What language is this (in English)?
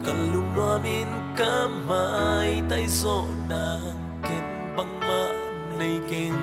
Tedim Chin